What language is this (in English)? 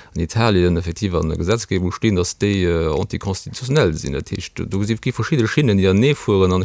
Luxembourgish